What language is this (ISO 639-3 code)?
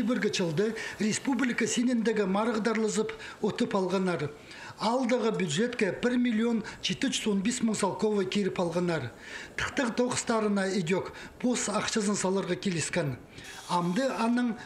kjh